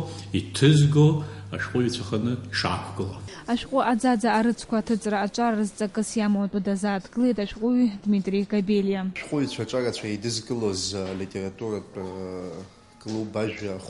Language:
Abkhazian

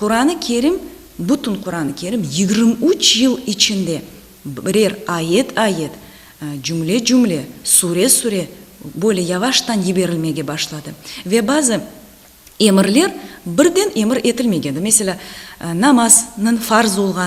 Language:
Crimean Tatar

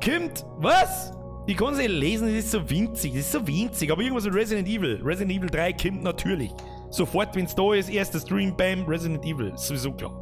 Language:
Bavarian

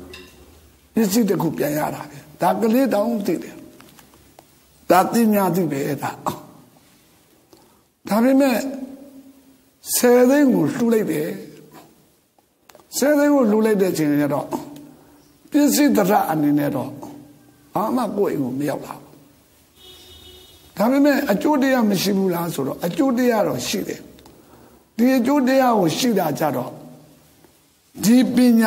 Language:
Burmese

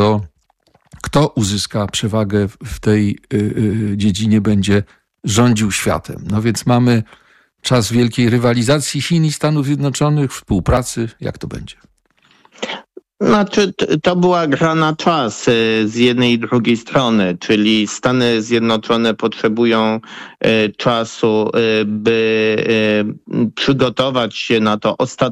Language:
Polish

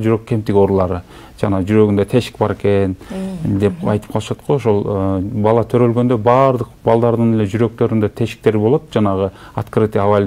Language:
Kyrgyz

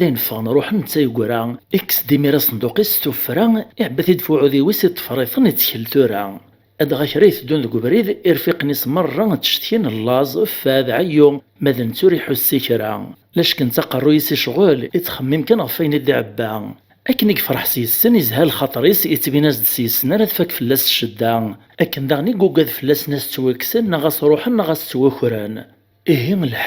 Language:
Kabyle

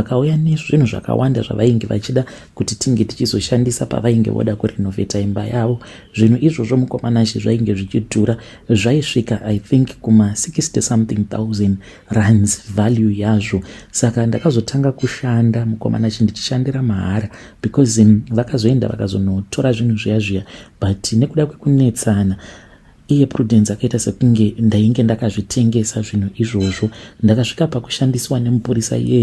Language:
Shona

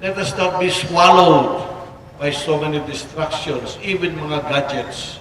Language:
Bikol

